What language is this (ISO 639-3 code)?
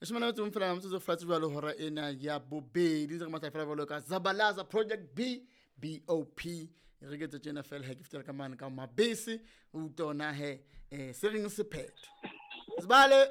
sot